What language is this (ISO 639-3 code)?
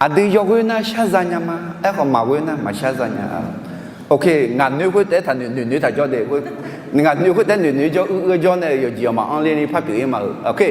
ahk